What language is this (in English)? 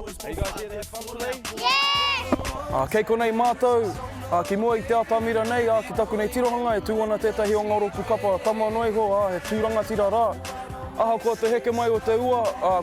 Māori